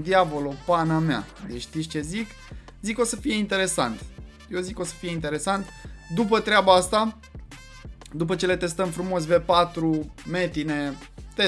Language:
Romanian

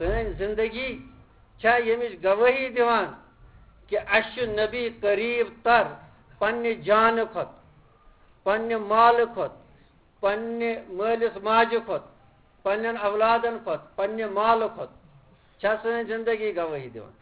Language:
Kashmiri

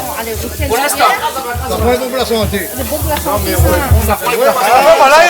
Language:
Réunion Creole French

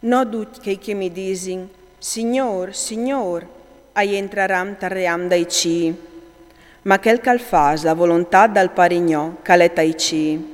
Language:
Friulian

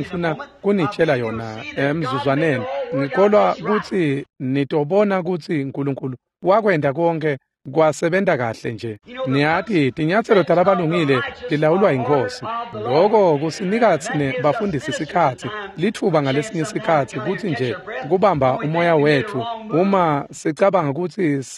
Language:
Swati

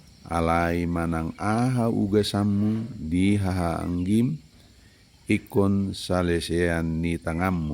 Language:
Batak Toba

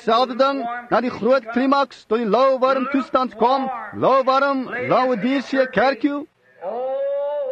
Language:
Afrikaans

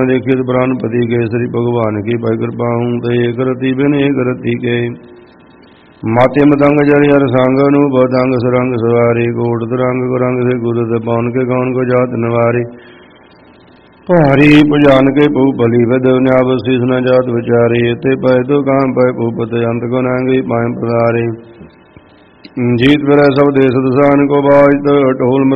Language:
Punjabi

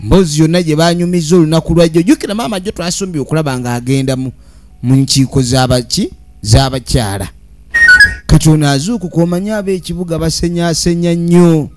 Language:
Ganda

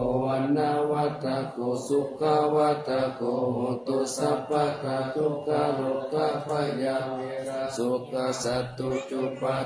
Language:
Pali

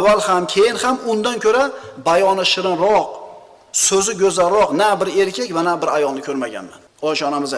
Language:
Uzbek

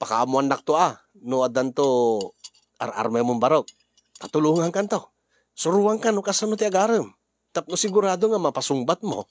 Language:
Iloko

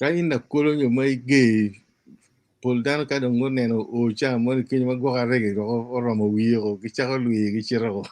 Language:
Acoli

